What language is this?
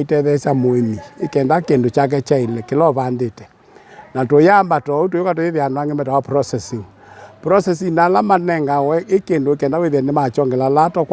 Kamba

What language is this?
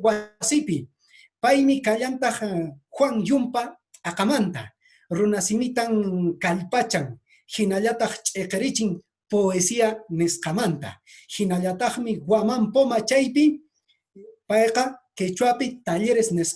Quechua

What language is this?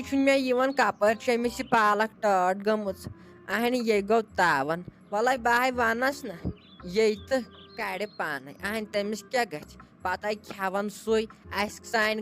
Kashmiri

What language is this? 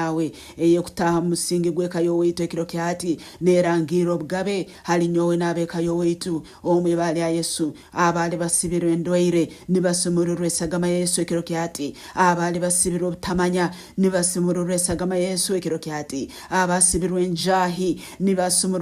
Nyankole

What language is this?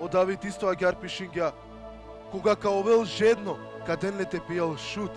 Balkan Romani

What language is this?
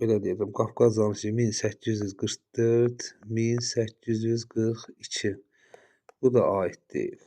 Azerbaijani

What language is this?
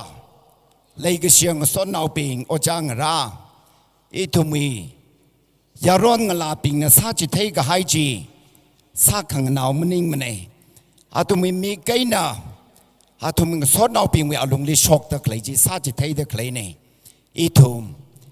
Tangkhul Naga (India)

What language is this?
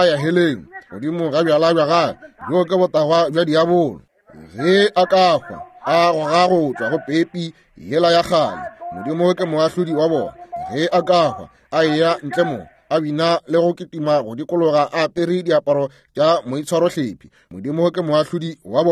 Northern Sotho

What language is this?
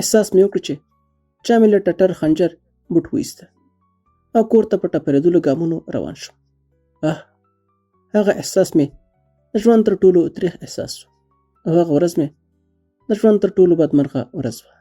Pashto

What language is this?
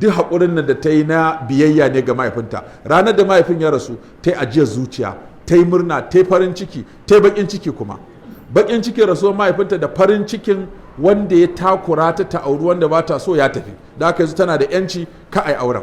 Hausa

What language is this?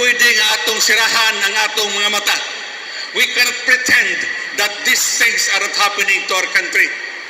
Cebuano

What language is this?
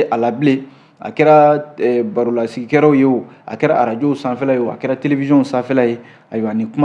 Bambara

